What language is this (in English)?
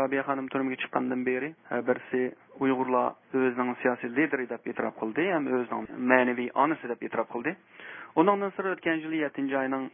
Uyghur